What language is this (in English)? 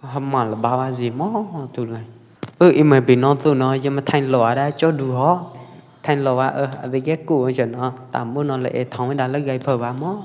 Pwo Eastern Karen